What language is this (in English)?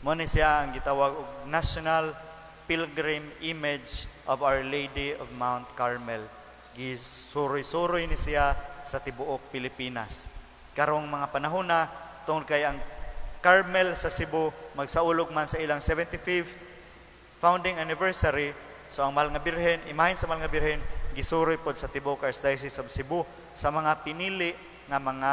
Cebuano